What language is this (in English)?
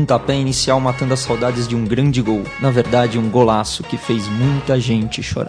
Portuguese